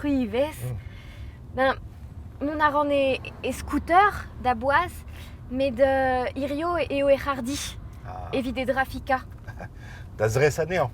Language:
Breton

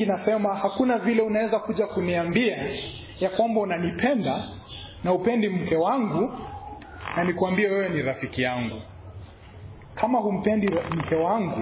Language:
Swahili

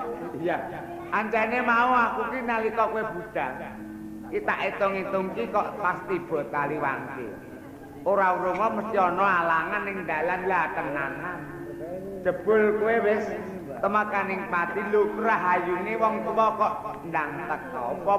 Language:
Javanese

